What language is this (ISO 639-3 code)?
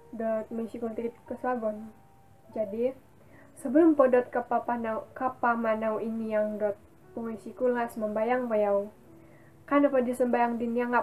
dtp